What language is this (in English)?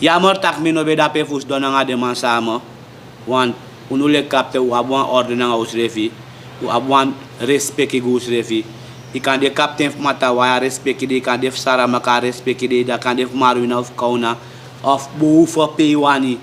Sranan Tongo